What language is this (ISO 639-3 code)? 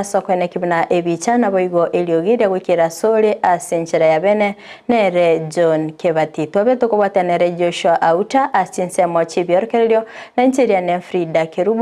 guz